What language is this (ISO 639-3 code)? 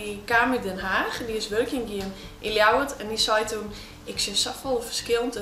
fry